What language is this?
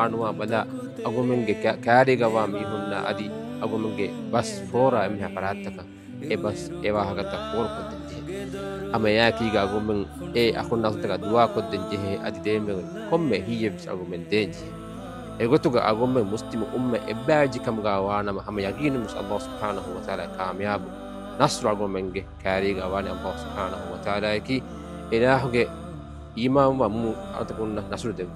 Divehi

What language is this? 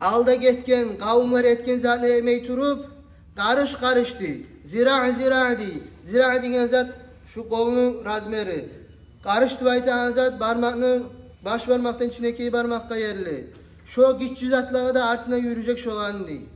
Kumyk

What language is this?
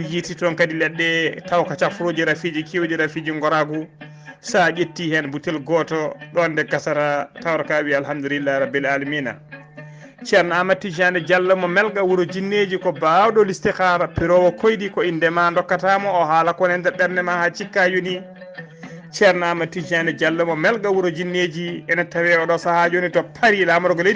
Fula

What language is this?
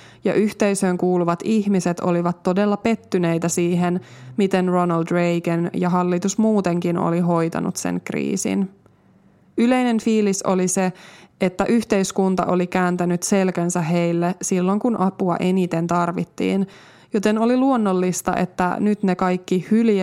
Finnish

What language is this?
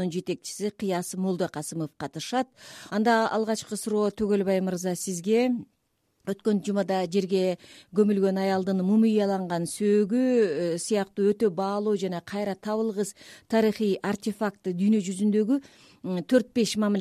Kyrgyz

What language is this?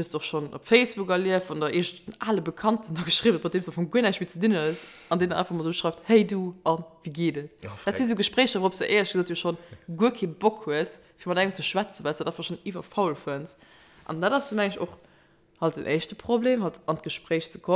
Luxembourgish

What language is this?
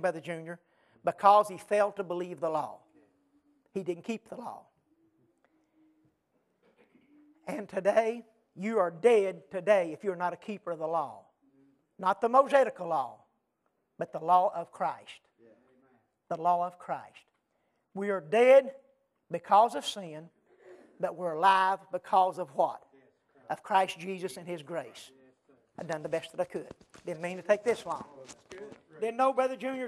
English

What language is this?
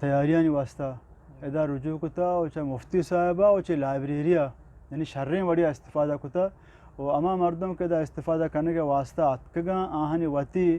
Eastern Balochi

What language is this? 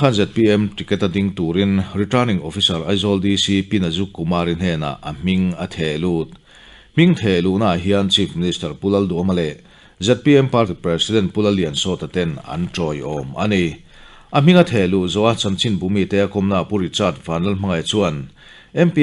Mizo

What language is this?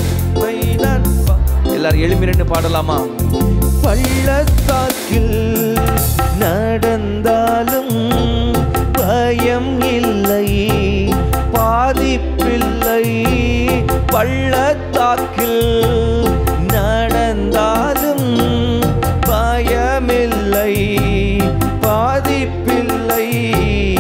Tamil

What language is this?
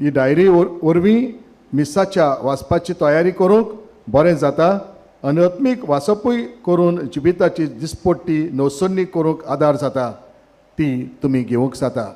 Konkani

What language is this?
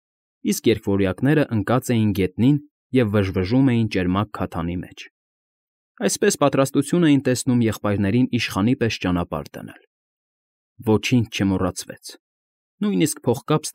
Armenian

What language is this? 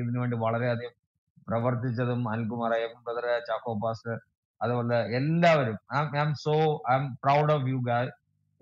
Malayalam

